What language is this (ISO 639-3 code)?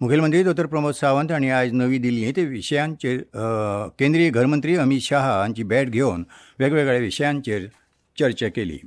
kok